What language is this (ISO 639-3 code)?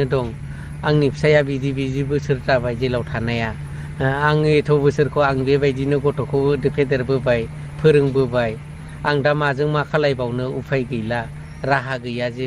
brx